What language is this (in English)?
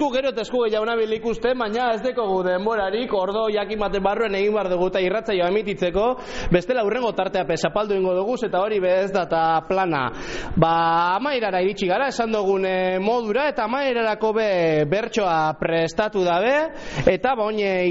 Basque